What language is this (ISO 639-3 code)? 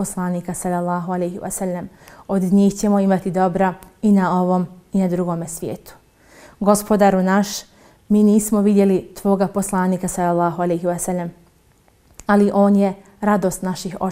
bos